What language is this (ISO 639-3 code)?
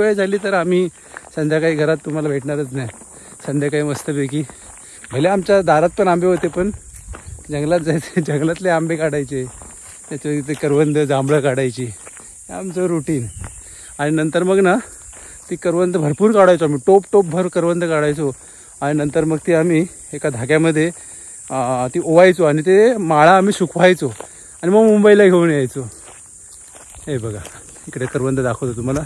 mar